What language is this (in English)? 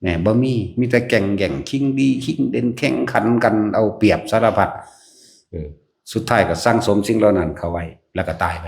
Northeastern Thai